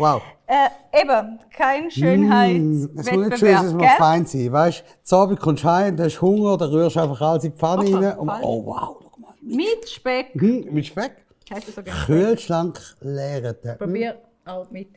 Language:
Swiss German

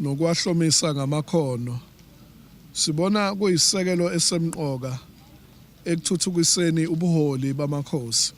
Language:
Zulu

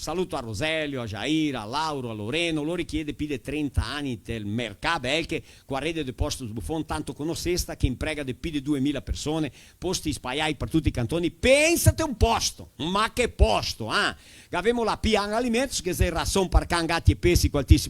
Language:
Venetian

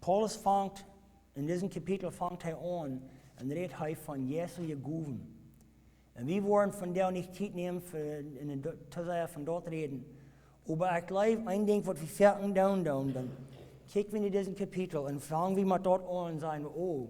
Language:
Plautdietsch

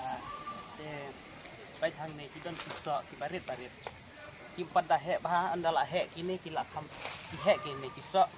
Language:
Khasi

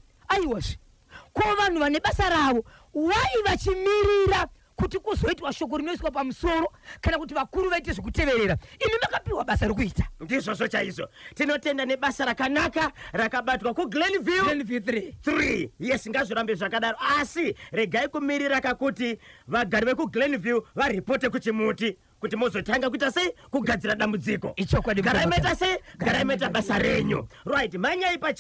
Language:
Shona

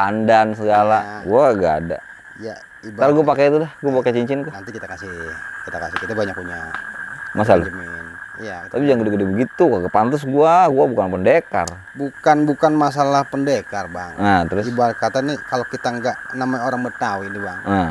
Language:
Betawi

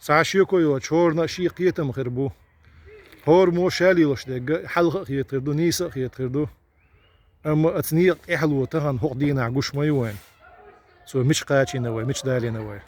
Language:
Chechen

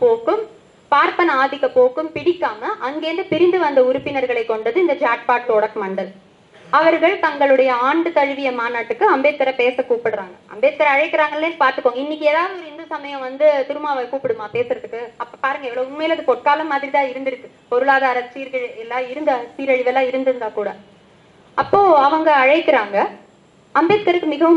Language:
Tamil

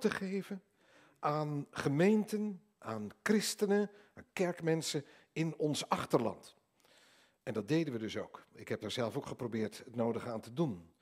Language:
Dutch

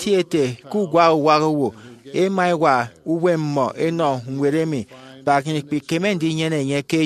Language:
Efik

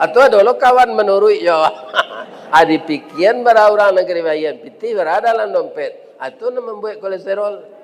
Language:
Minangkabau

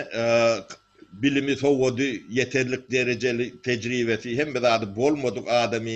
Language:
Turkmen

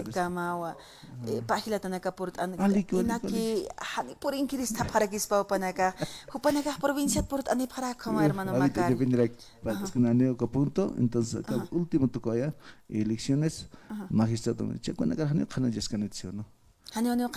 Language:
Aymara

